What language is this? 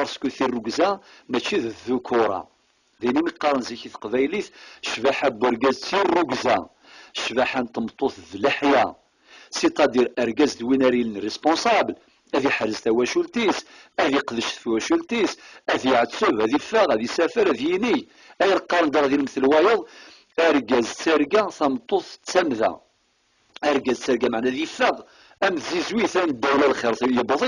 Kabyle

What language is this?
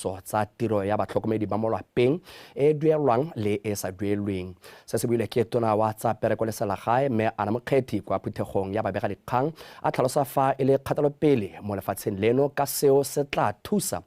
Tswana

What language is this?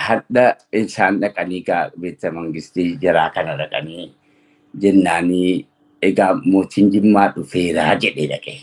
Oromo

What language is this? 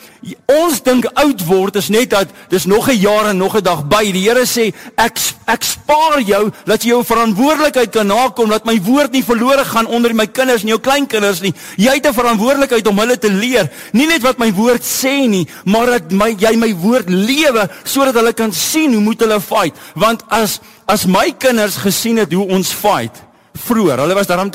Afrikaans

